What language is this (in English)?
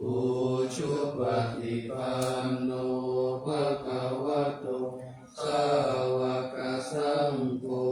Pali